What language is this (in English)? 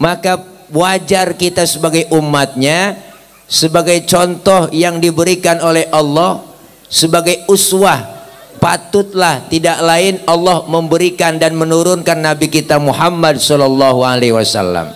Betawi